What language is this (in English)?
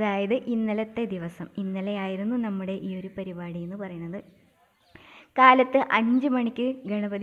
Malayalam